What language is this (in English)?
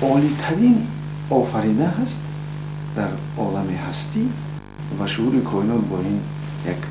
Tajik